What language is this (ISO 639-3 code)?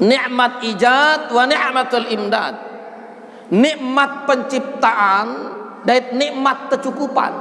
sas